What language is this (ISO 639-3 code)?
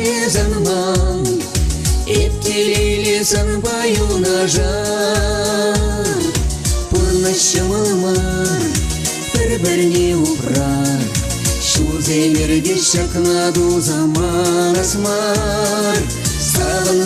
chv